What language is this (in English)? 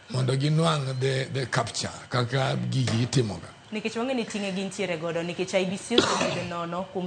Luo (Kenya and Tanzania)